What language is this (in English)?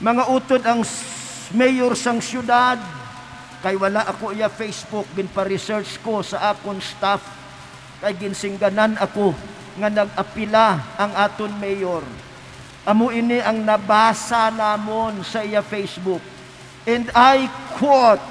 Hiligaynon